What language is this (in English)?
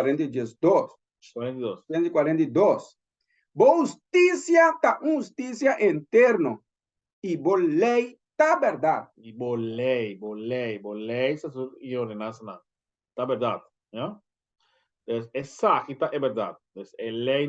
Papiamento